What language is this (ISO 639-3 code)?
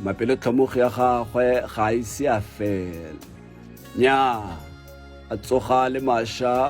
tsn